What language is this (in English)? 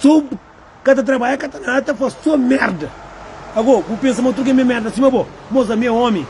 Kabuverdianu